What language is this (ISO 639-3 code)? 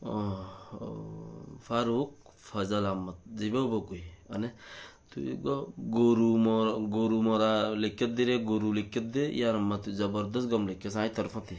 rhg